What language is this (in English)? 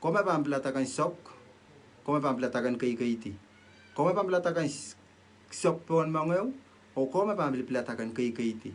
Pohnpeian